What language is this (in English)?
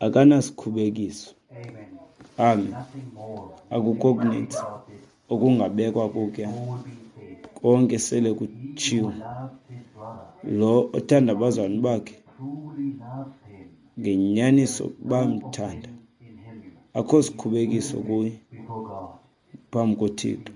Xhosa